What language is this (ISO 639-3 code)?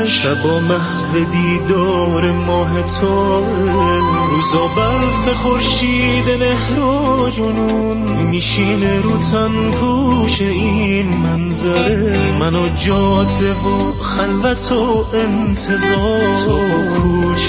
fas